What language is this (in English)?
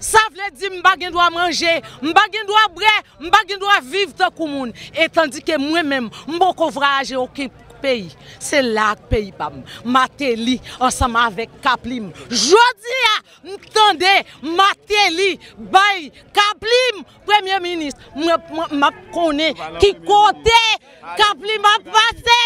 Haitian Creole